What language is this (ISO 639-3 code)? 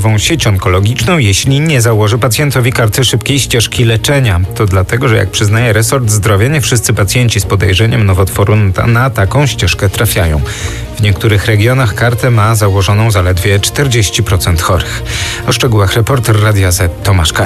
pol